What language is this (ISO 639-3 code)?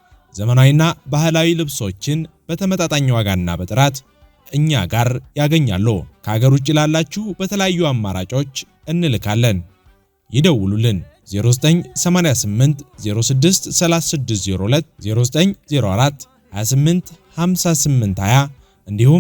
amh